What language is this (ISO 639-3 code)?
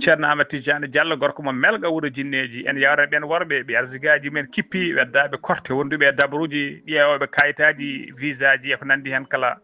ful